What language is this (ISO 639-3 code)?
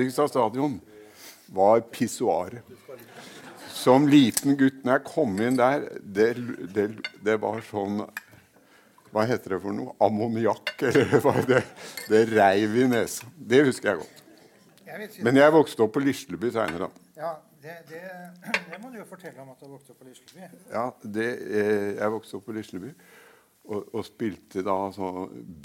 nor